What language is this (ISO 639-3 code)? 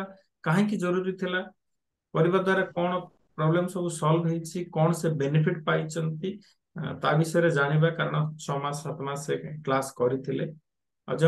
ori